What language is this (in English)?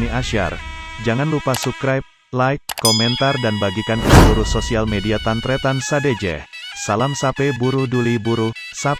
Madurese